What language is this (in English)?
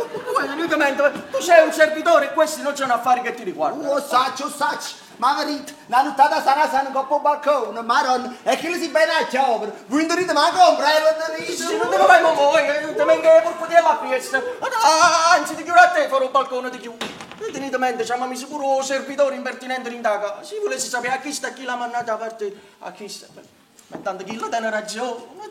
Neapolitan